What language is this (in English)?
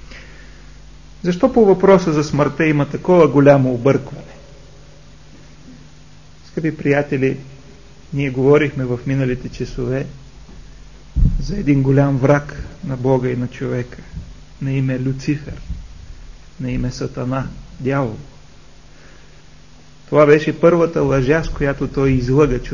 Bulgarian